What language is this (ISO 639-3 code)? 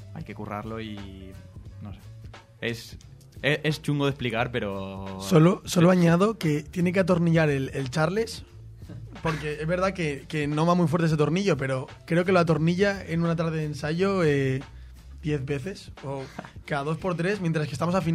spa